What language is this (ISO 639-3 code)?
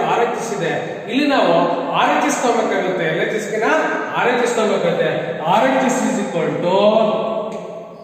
kan